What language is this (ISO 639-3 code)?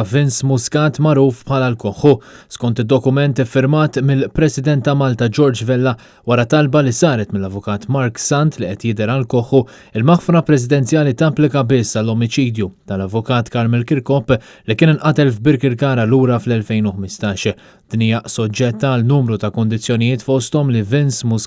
mlt